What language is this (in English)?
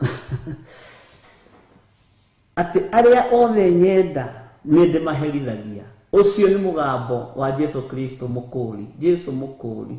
Kikuyu